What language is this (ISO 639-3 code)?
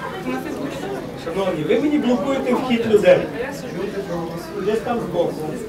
ukr